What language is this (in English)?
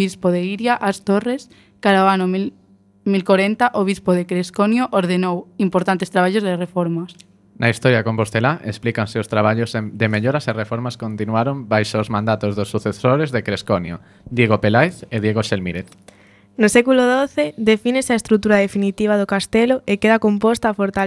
Galician